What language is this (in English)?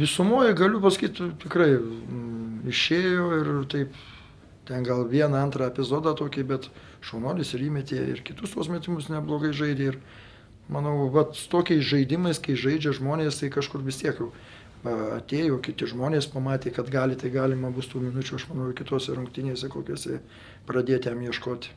Lithuanian